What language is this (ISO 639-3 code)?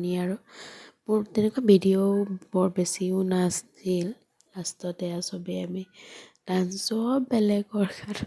asm